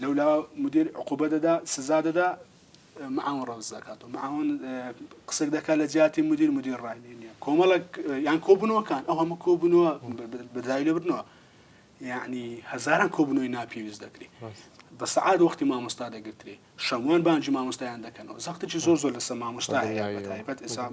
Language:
Central Kurdish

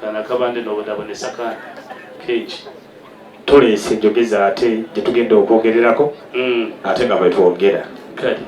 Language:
Ganda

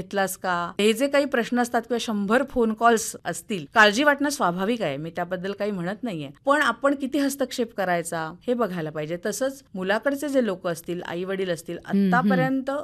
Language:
Marathi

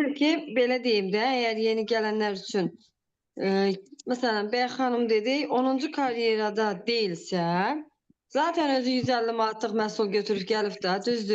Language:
Azerbaijani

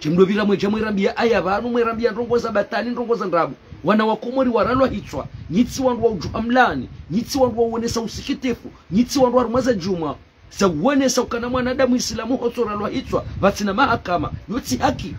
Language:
Ngazidja Comorian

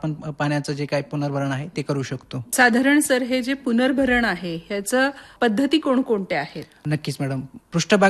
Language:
Marathi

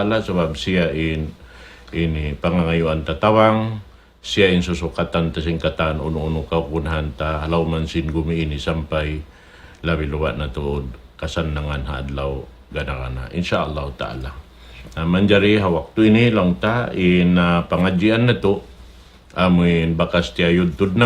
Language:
Tausug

